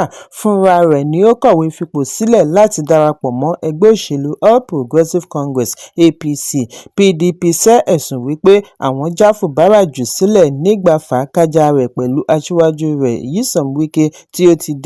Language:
Yoruba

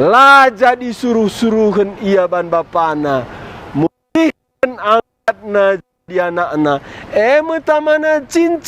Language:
Batak Karo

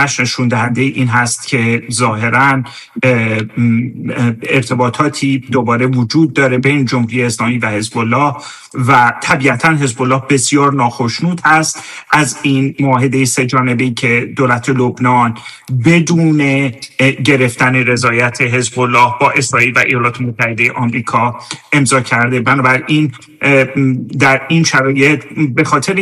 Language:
Persian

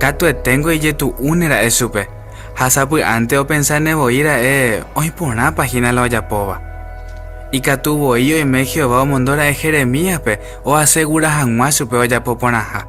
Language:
Guarani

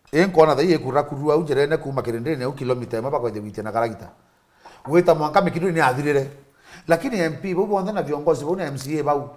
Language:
Meru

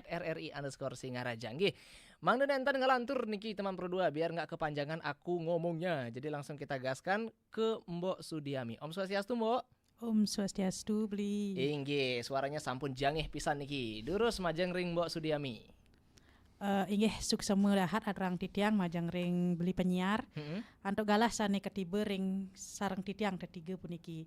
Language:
Balinese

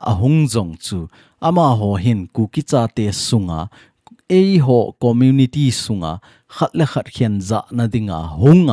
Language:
Thado Chin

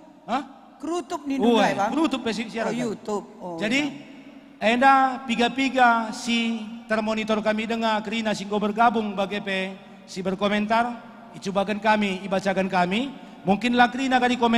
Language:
Batak Karo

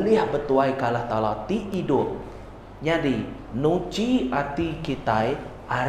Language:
Iban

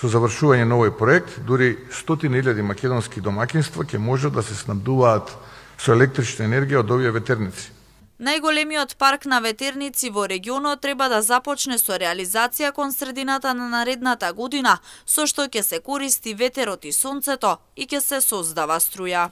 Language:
Macedonian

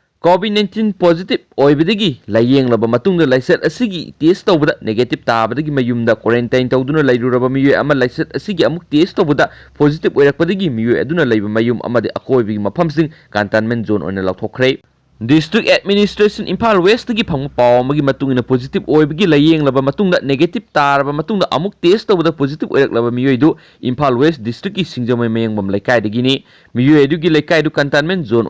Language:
Manipuri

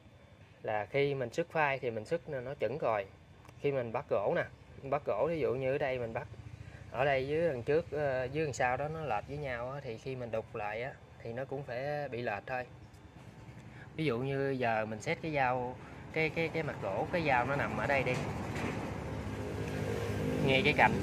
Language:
Vietnamese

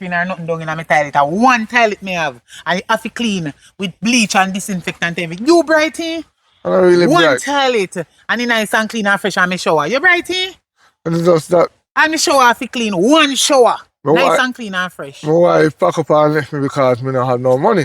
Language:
Jamaican Creole English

